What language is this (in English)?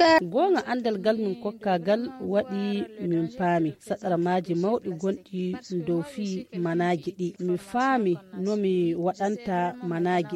Fula